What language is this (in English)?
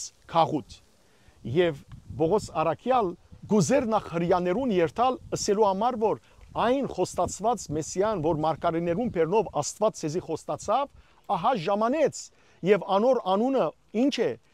Western Armenian